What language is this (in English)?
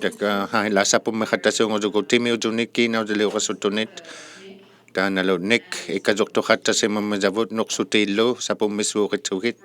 Inuktitut